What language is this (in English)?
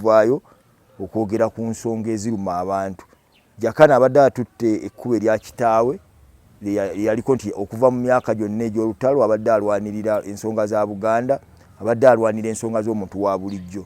Ganda